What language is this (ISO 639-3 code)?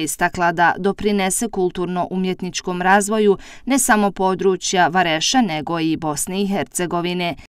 bos